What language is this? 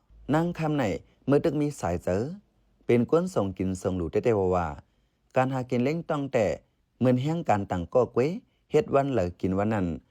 Shan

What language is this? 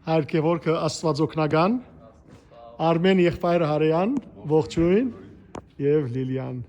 Western Armenian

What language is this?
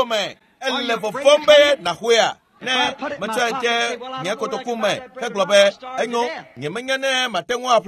Ewe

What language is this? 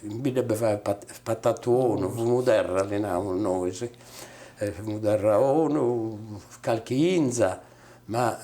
Sardinian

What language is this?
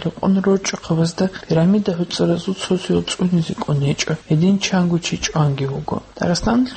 Avaric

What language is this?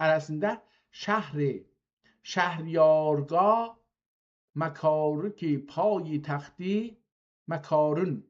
South Azerbaijani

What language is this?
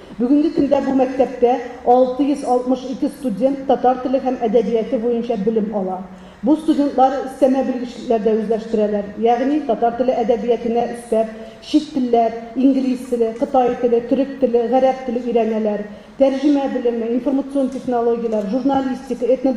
Tatar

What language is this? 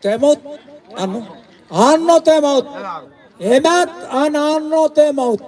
Marshallese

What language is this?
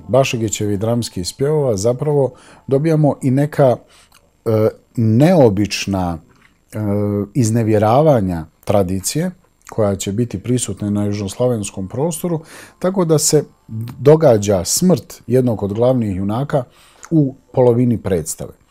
Bosnian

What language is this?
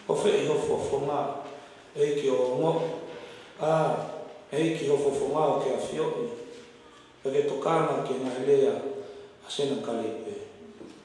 Tongan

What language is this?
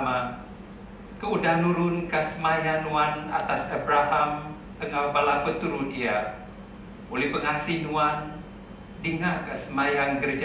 Iban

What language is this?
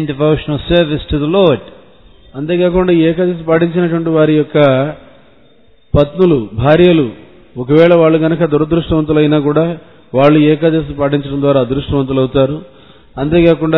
Telugu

